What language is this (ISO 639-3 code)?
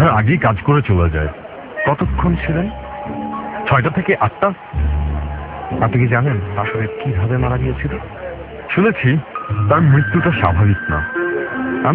ben